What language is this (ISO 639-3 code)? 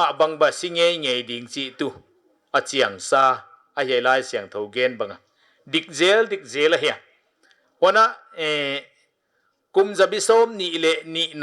pck